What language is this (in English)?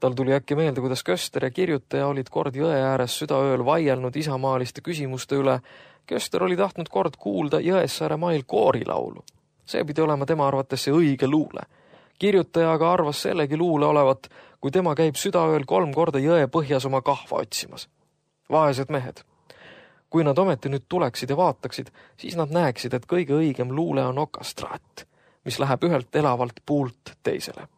Estonian